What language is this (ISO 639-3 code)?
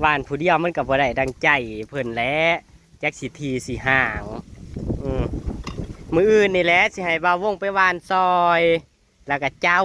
tts